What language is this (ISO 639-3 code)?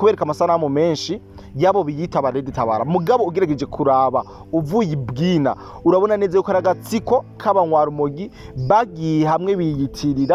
run